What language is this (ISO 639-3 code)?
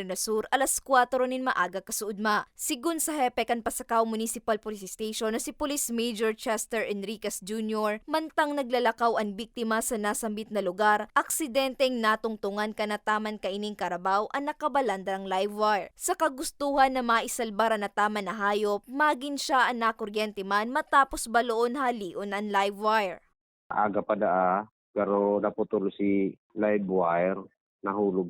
bik